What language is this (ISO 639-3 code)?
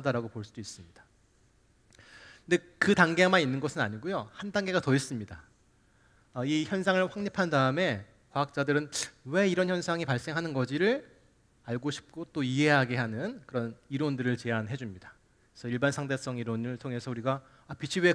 kor